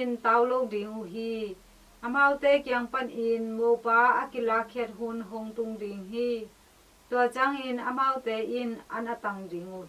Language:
Tedim Chin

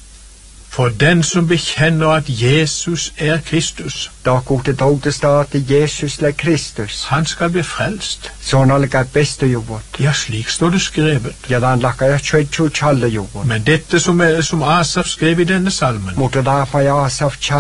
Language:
Norwegian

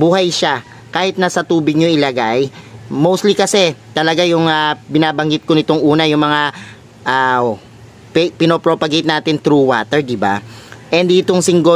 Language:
Filipino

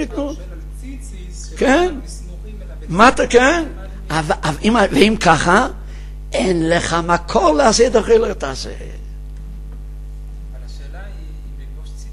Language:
Hebrew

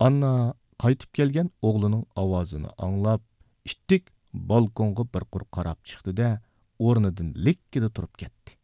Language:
Uyghur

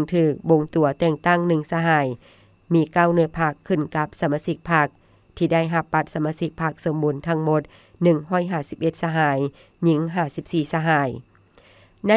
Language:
Lao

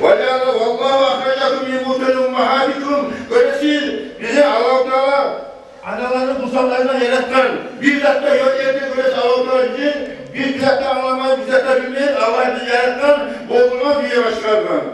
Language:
Kumyk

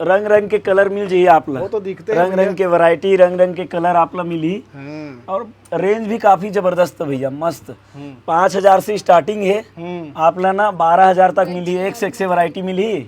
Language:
Chhattisgarhi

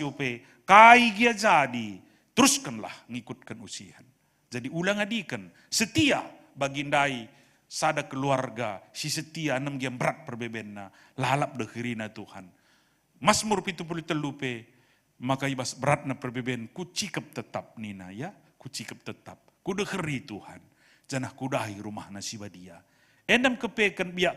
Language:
Batak Karo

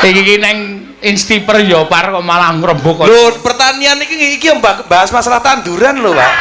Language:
Javanese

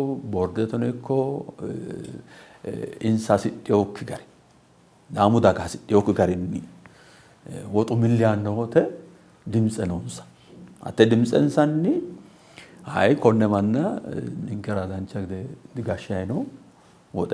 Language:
Sidamo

